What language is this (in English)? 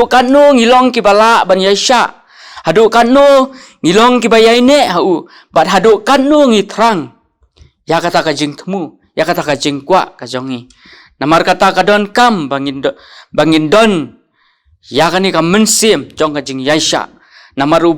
Khasi